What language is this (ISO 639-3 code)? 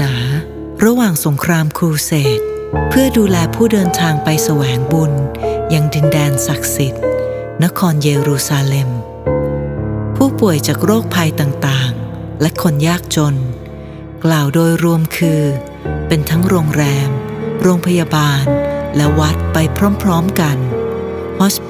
tha